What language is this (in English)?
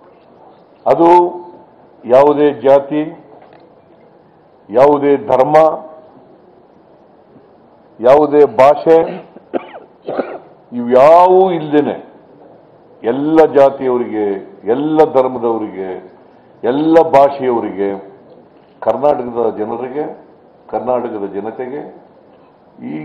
Kannada